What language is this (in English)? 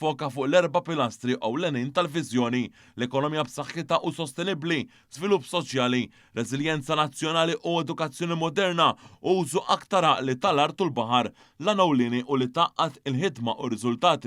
Maltese